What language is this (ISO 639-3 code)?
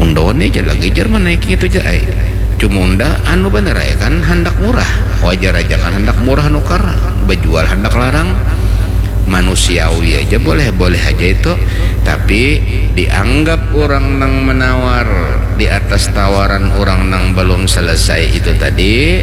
bjn